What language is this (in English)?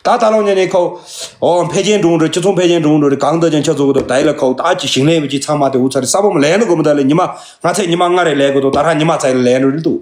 Tibetan